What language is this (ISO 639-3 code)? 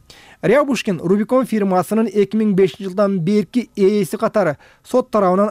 kir